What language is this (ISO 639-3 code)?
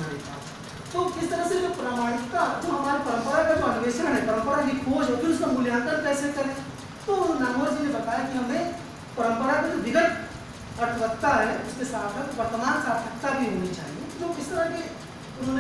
hin